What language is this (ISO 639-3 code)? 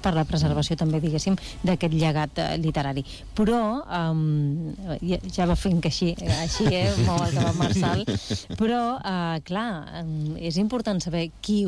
cat